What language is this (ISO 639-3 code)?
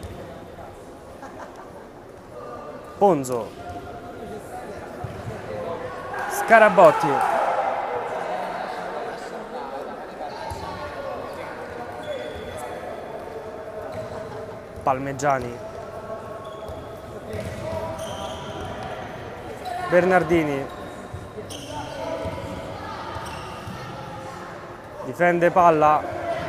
ita